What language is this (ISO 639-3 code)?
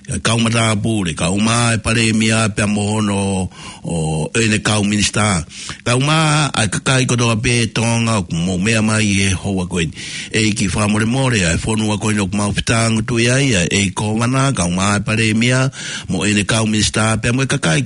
ton